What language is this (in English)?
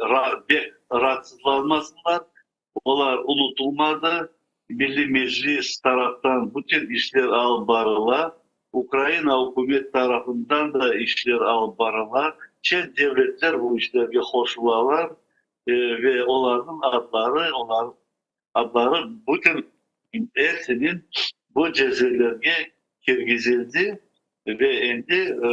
Crimean Tatar